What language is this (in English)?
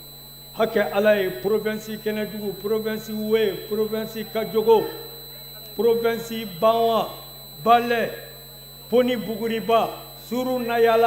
Bambara